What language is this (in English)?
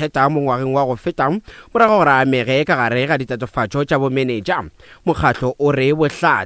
Northern Sotho